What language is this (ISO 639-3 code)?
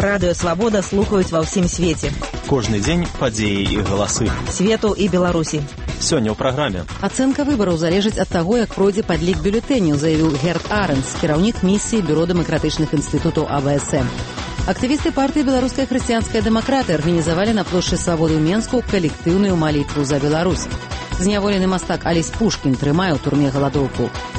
bel